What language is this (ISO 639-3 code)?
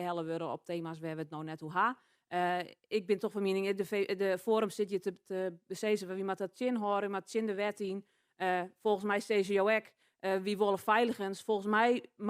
fry